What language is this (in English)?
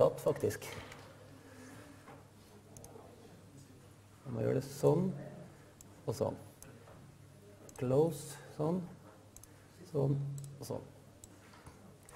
Norwegian